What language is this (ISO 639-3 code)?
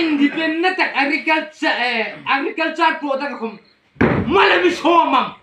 hmr